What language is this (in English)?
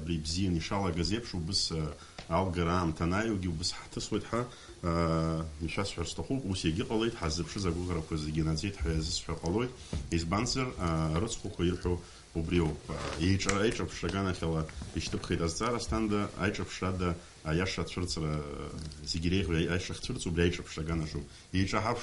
Abkhazian